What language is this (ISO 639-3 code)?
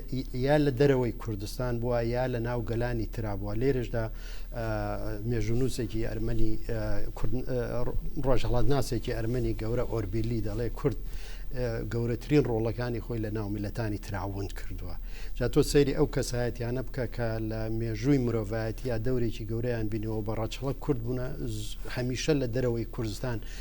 ckb